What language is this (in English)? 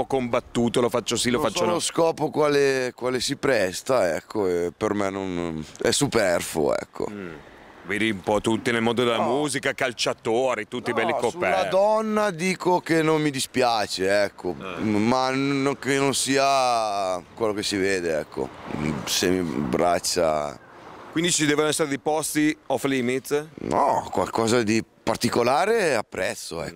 Italian